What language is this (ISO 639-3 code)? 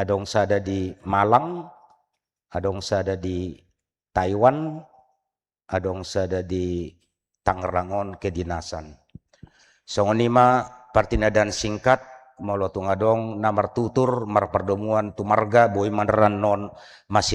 bbc